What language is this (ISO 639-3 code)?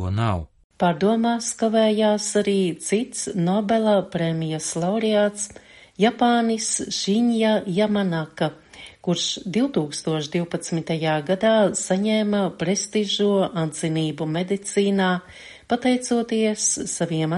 lav